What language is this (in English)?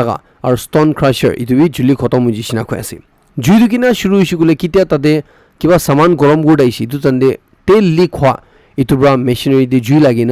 Naga Pidgin